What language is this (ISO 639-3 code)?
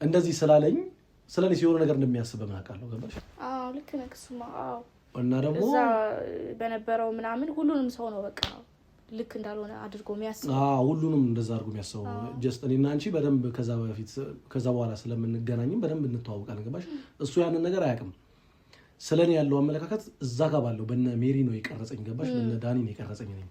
amh